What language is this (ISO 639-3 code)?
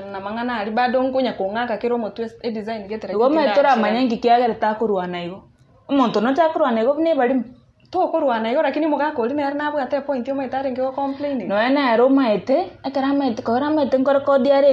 guz